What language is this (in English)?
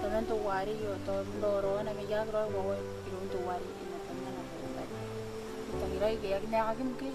Gilbertese